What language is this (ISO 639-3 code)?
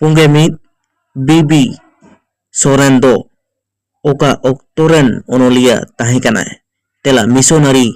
sat